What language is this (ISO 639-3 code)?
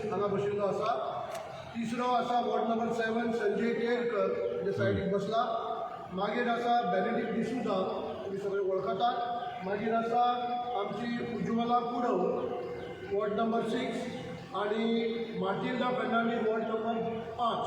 kok